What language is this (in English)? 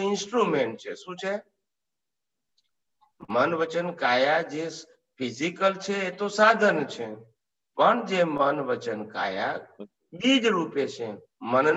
Gujarati